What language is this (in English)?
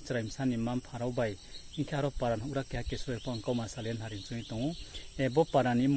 Riang (India)